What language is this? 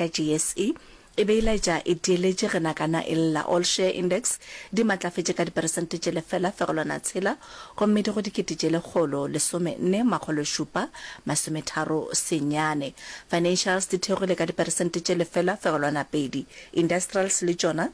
Northern Sotho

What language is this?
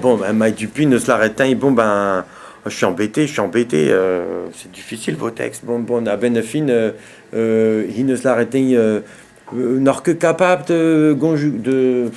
Breton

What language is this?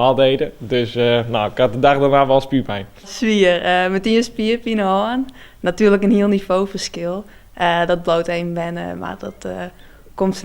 Western Frisian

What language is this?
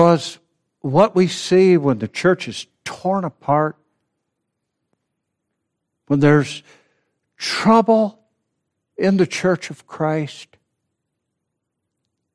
English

